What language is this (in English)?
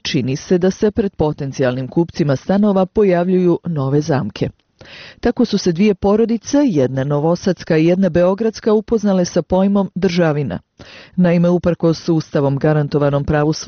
Bosnian